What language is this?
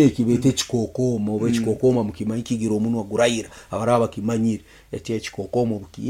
Nyankole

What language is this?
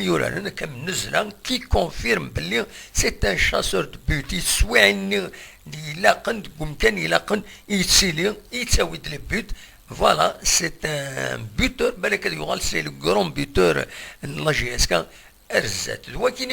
Kabyle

